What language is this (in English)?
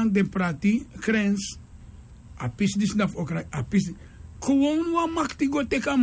Sranan Tongo